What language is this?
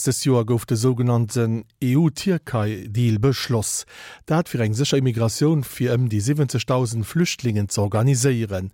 Luxembourgish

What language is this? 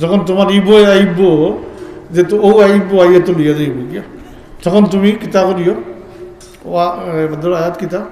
Sylheti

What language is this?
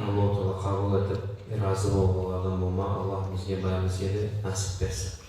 Kumyk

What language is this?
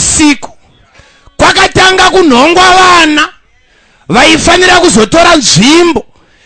Shona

